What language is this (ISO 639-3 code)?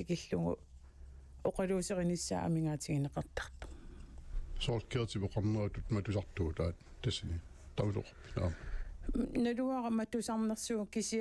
kal